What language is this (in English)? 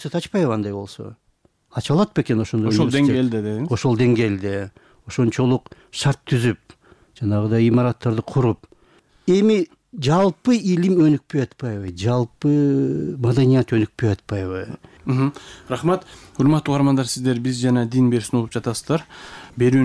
Kyrgyz